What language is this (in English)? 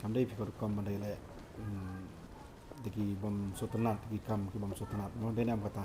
Khasi